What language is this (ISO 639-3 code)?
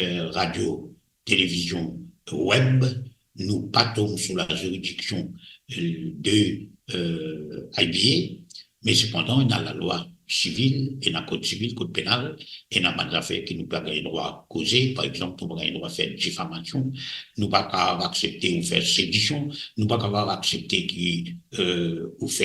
mfe